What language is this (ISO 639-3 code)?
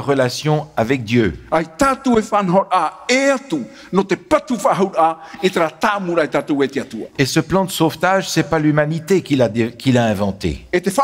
tah